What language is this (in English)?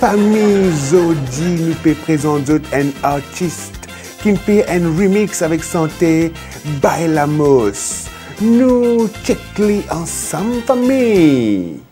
Morisyen